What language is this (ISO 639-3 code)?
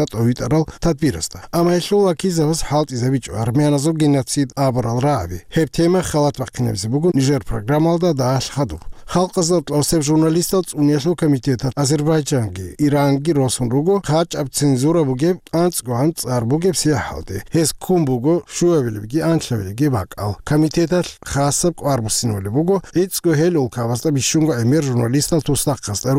ava